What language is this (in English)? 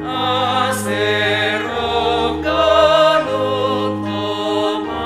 Batak Simalungun